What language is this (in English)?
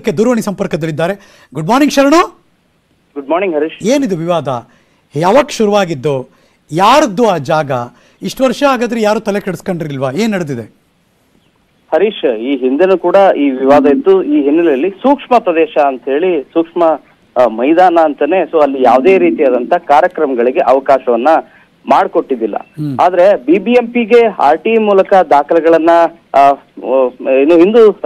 Kannada